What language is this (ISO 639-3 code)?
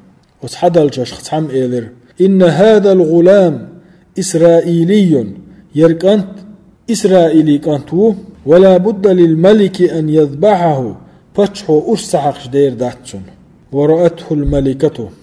che